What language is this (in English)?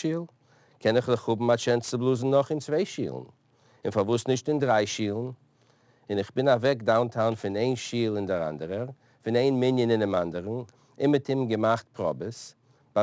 Yiddish